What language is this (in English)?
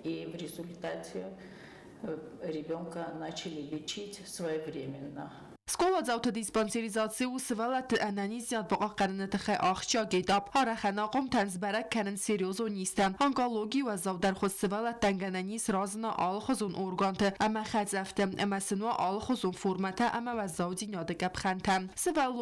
Ossetic